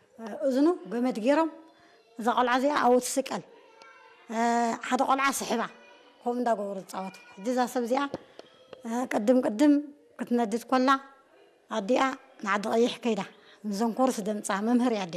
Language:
Tigrinya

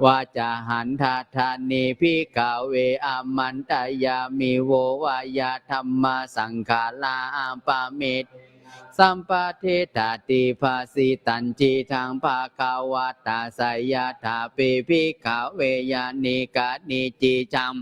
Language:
Pali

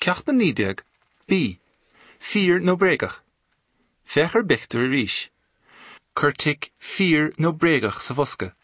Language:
Irish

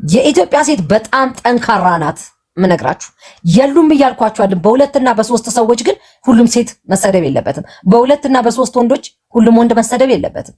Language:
Amharic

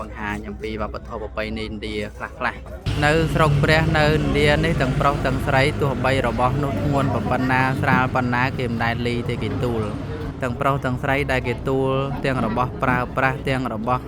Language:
Khmer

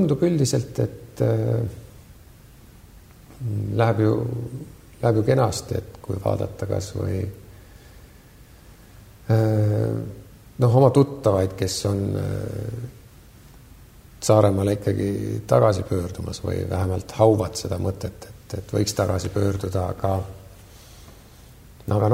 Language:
Estonian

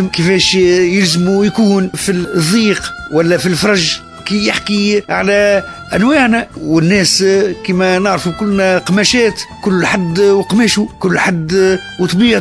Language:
Tunisian Arabic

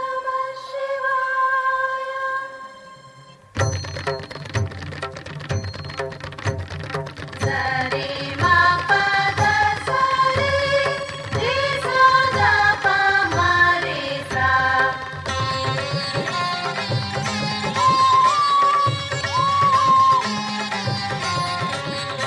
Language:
Kannada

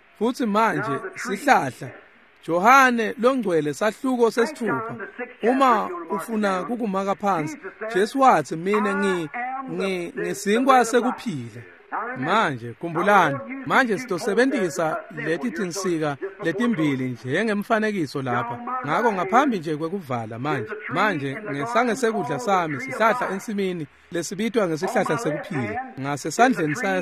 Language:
Swati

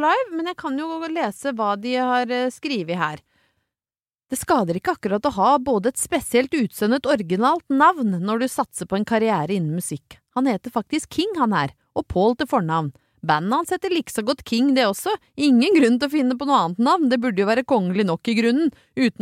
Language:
Norwegian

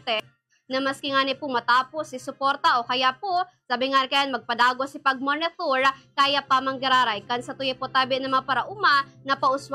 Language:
Bikol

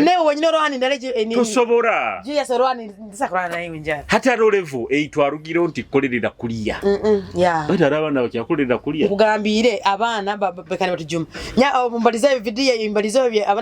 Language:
Nyoro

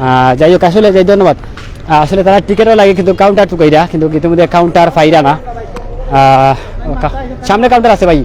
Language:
Sylheti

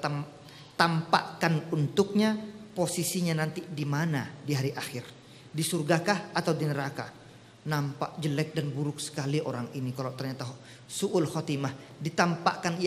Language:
Indonesian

